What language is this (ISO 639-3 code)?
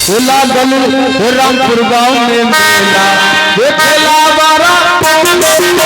mai